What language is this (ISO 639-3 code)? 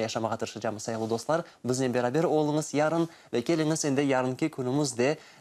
crh